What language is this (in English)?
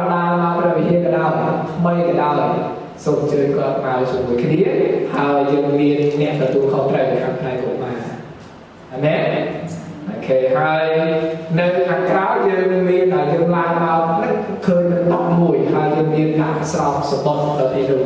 Khmer